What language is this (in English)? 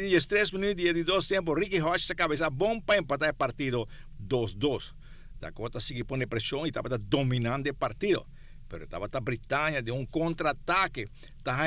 Papiamento